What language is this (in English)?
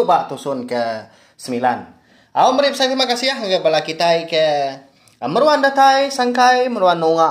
Iban